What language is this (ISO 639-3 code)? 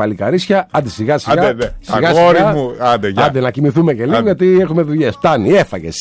ell